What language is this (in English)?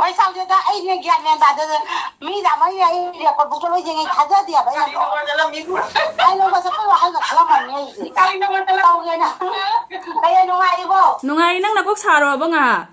Manipuri